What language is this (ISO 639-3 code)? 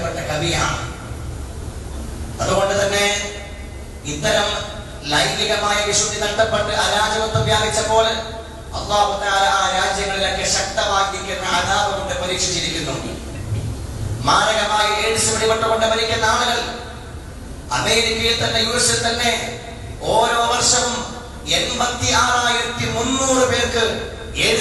mal